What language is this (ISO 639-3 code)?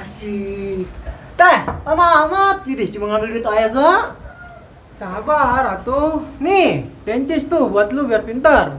bew